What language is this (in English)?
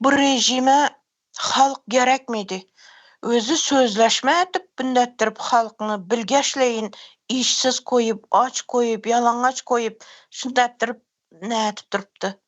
Turkmen